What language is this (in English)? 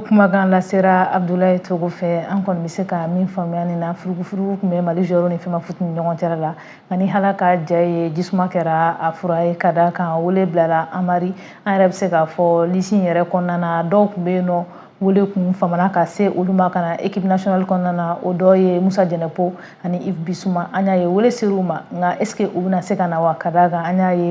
Bambara